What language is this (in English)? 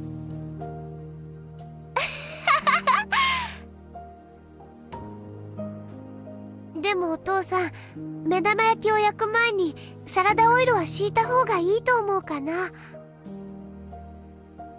Japanese